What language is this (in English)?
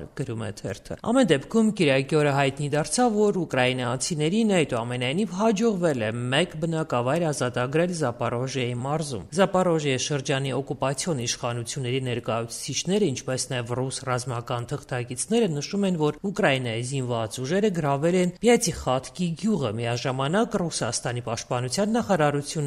Armenian